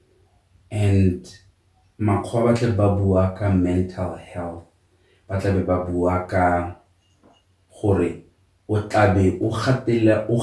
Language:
Tswana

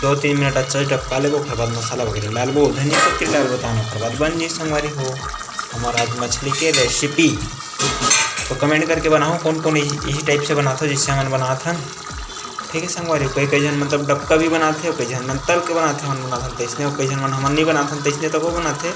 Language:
Chhattisgarhi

